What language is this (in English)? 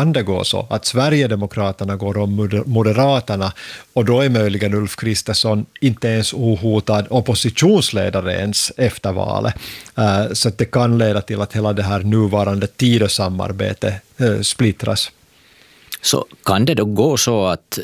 Swedish